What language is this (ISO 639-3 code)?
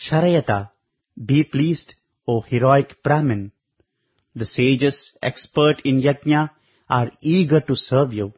san